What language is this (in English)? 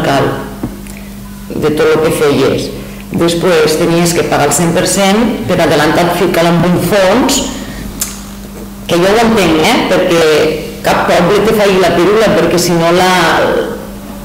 Catalan